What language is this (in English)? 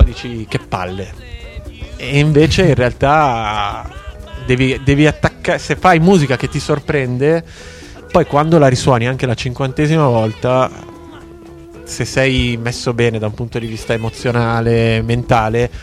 Italian